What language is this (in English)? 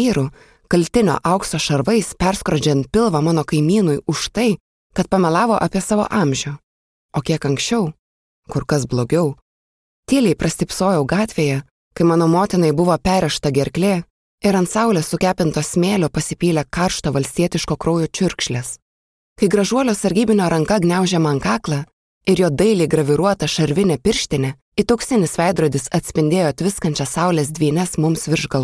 Lithuanian